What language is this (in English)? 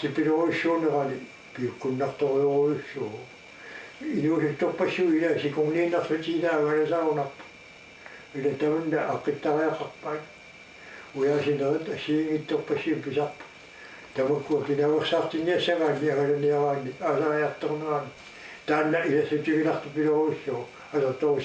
Kalaallisut